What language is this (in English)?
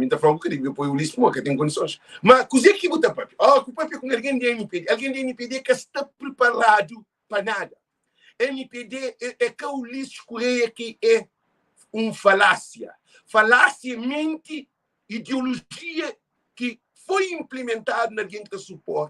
Kabuverdianu